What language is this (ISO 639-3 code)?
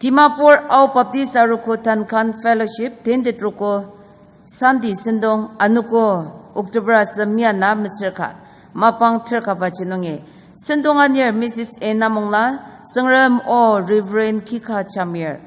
njo